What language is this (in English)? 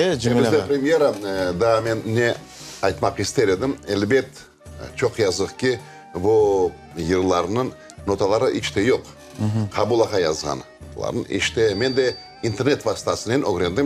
Crimean Tatar